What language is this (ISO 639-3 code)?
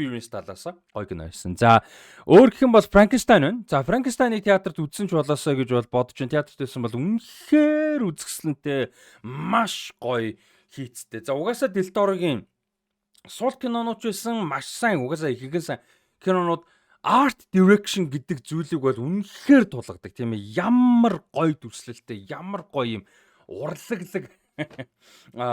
mon